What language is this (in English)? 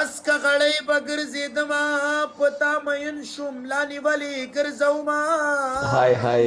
Pashto